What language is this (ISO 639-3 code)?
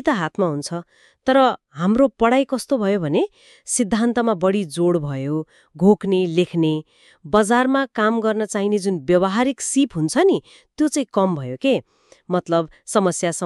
nep